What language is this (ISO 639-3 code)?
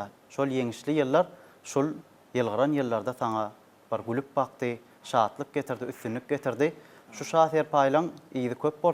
tuk